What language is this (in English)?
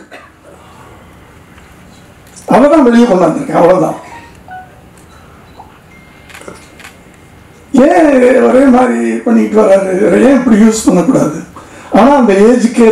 Tamil